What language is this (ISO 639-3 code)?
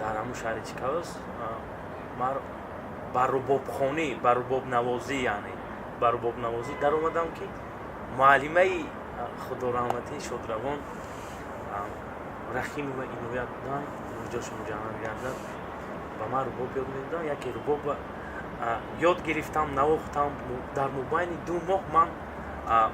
tgk